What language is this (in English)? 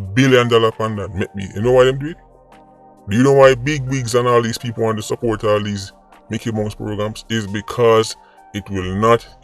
Jamaican Creole English